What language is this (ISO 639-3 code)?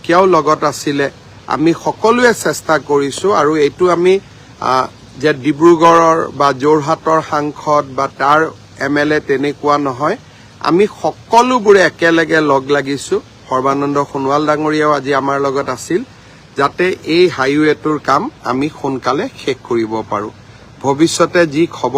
asm